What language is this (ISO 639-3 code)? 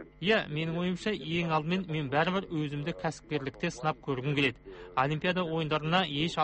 kaz